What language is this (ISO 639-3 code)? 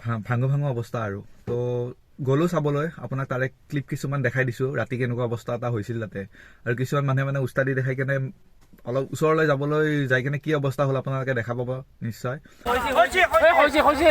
asm